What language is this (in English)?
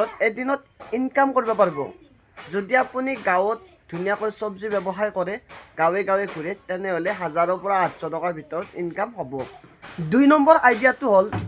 Assamese